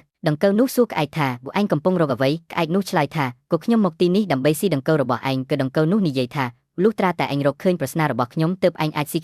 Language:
Khmer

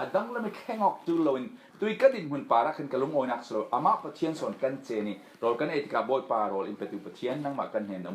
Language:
Falam Chin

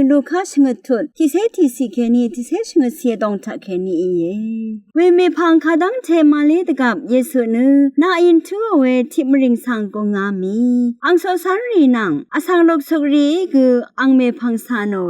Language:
Rawang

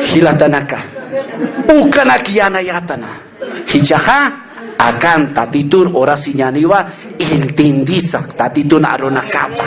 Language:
Aymara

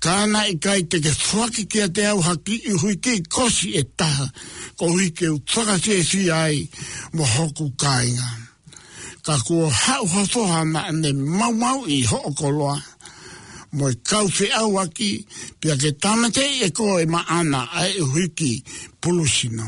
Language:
Tongan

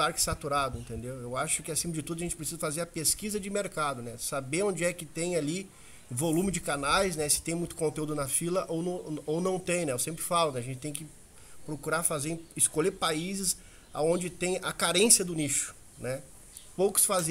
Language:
Portuguese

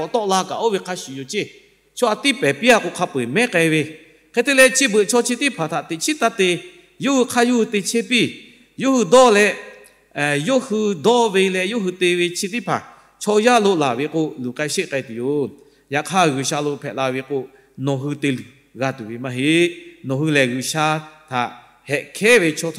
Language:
Lahu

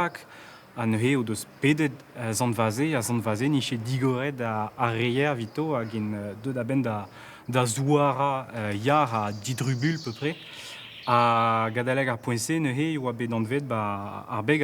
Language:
Breton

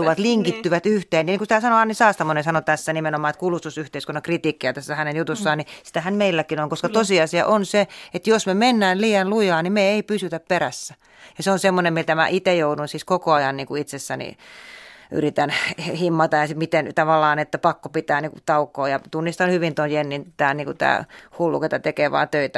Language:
Finnish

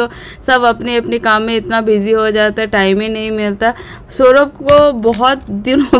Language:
Hindi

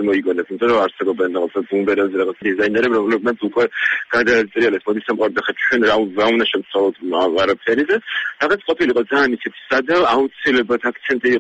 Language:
Georgian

